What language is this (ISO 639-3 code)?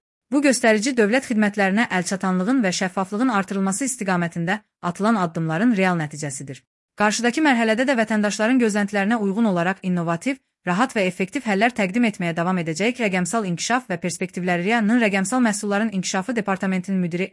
aze